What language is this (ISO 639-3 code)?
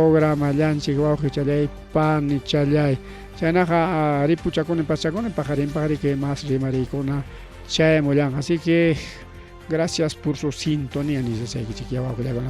quy